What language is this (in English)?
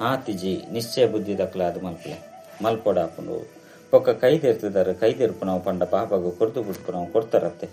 Tulu